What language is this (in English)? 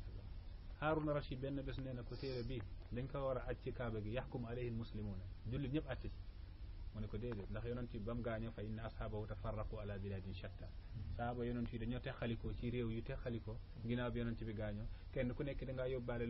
Wolof